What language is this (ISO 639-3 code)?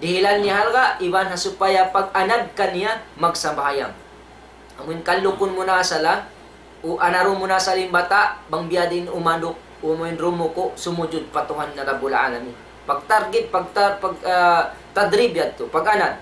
tsg